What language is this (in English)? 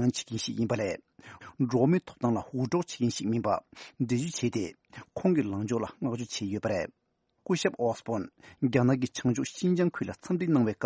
Tibetan